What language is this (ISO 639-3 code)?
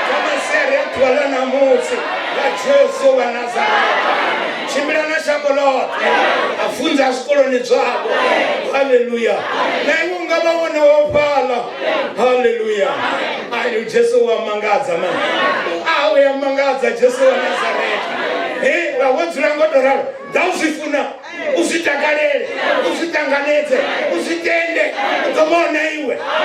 ven